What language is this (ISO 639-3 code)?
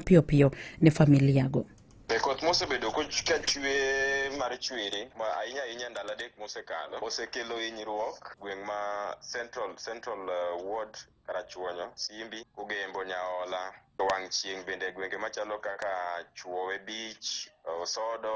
luo